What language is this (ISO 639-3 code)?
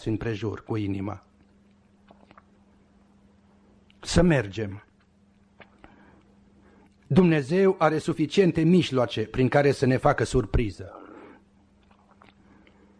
ron